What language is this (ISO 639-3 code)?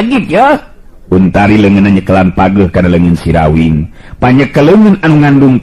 sun